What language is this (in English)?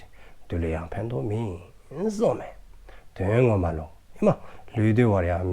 Dzongkha